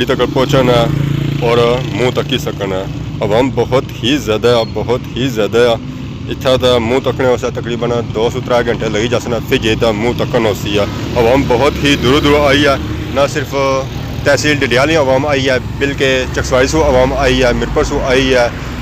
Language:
Pahari-Potwari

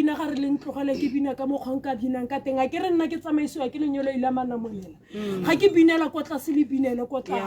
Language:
Tswana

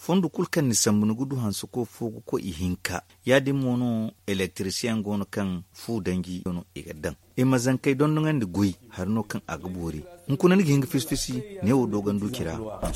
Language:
Zarma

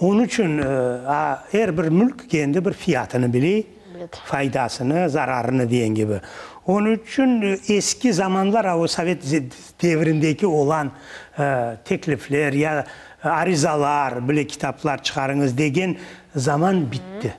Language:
Crimean Tatar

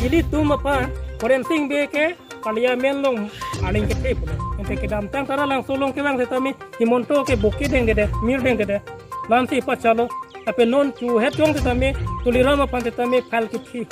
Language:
Karbi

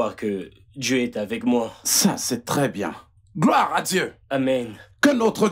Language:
French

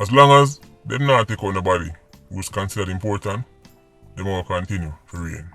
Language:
Jamaican Creole English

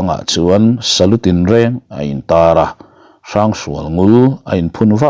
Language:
Mizo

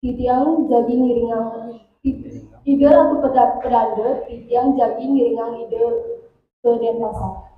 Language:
Balinese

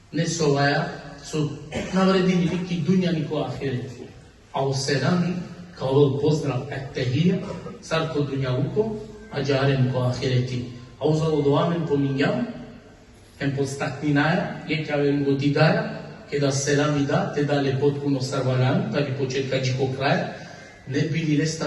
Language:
Balkan Romani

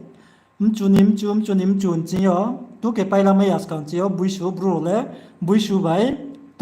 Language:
Riang (India)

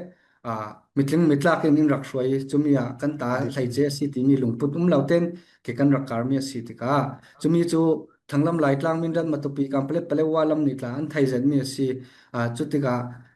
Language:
Falam Chin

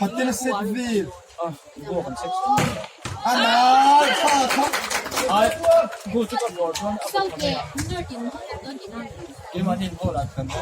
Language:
Mizo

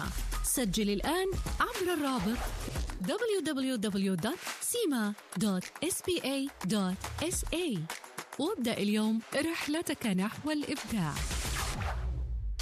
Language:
Arabic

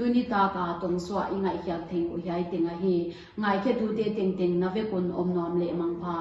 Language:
Paite Chin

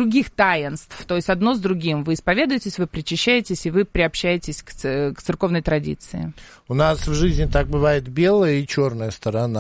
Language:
Russian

